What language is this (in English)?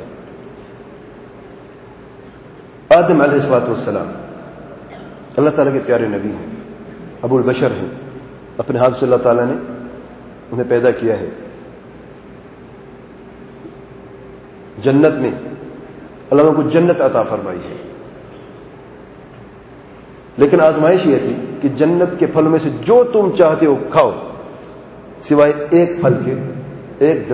Urdu